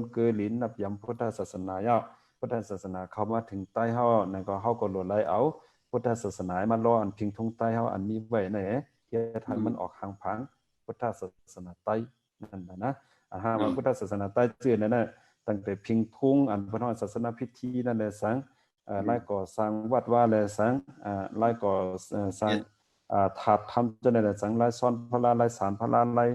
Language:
Shan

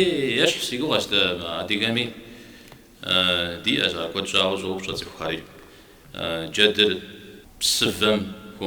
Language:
Kabardian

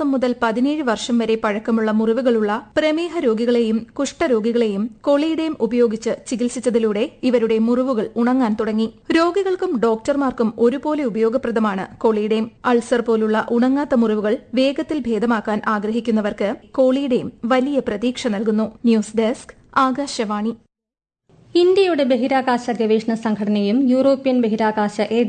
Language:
Malayalam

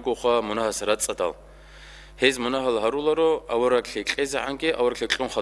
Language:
Avaric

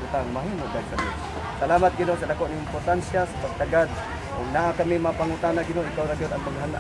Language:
Cebuano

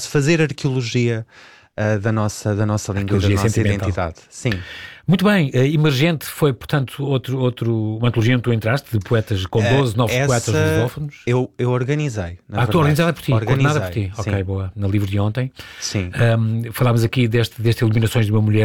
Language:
Portuguese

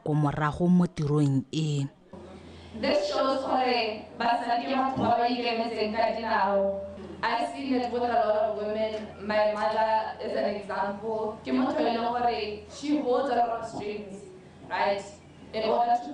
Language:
Tswana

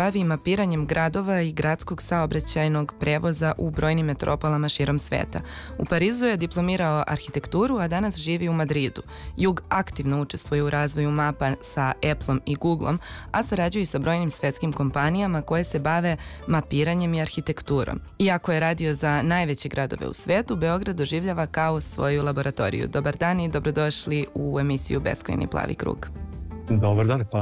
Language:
Serbian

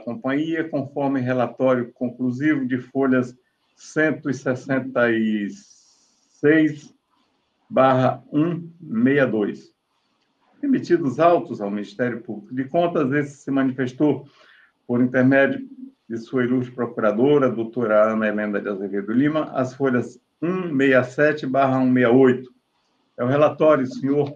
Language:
Portuguese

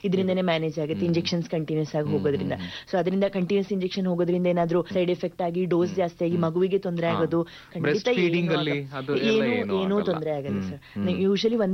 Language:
Kannada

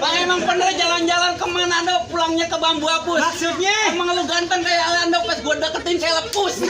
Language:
Betawi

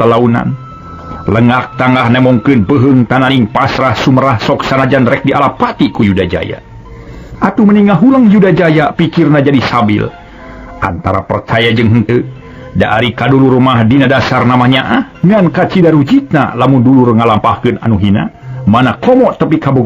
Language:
Sundanese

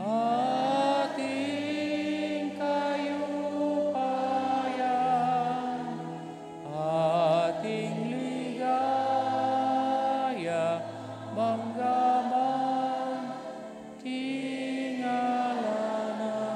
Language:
Pampanga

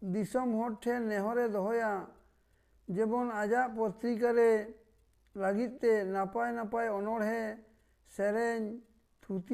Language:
Santali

